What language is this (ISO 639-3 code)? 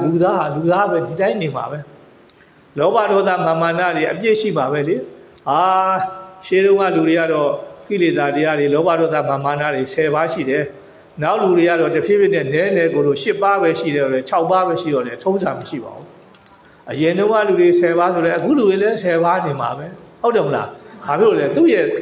mya